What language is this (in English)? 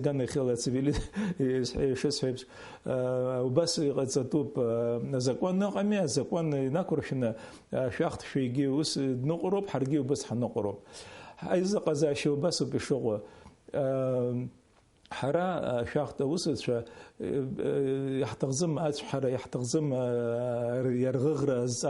Abkhazian